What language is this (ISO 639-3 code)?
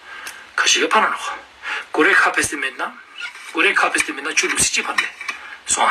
lbj